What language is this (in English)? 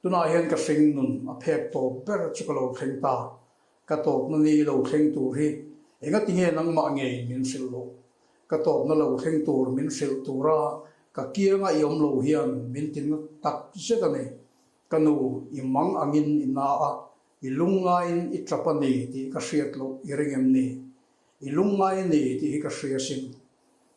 Mizo